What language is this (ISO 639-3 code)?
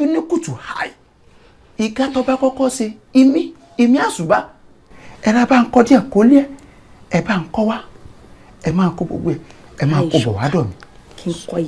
yor